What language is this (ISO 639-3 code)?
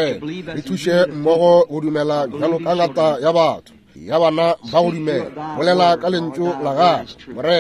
nso